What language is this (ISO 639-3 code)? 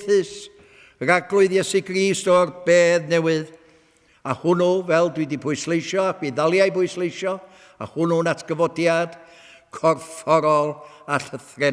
cym